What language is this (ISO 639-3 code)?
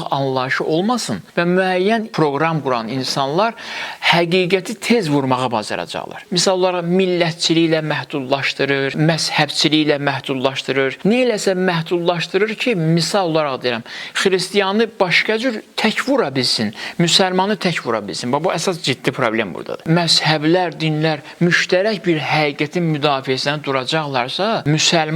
aze